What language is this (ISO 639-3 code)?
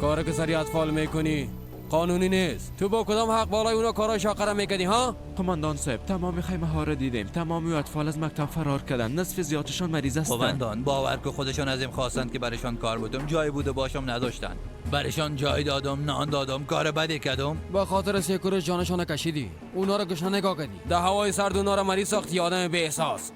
fas